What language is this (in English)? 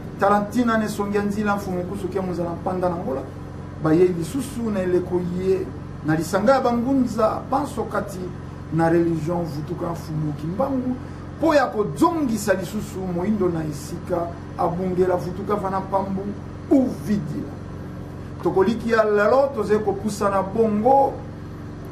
Lingala